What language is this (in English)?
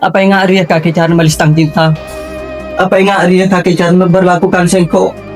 Madurese